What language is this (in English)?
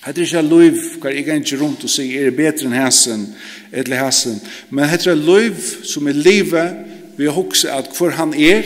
Faroese